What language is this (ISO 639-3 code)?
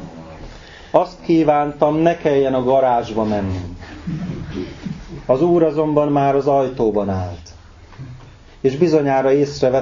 hun